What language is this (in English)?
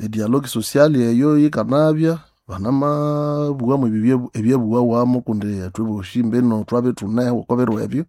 Nande